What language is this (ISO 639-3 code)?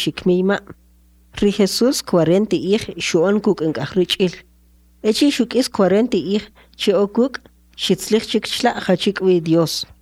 quc